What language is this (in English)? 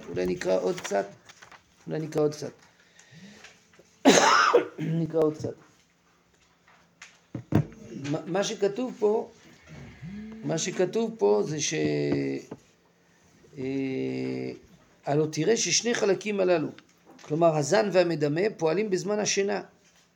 Hebrew